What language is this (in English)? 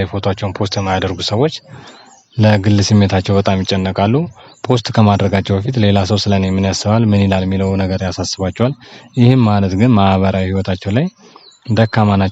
Amharic